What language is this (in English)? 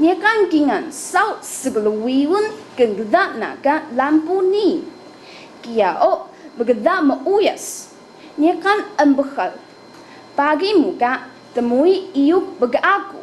Taroko